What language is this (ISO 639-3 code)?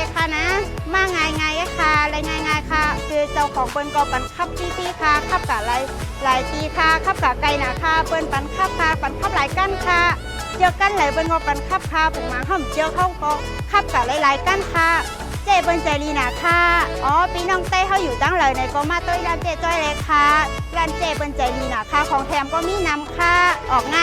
shn